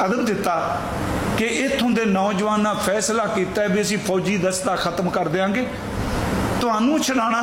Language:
Punjabi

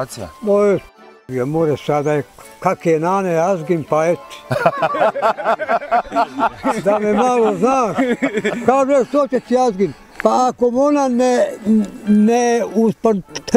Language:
Bosnian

